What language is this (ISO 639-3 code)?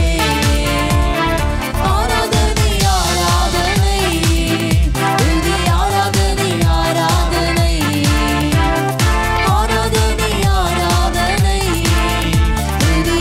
tam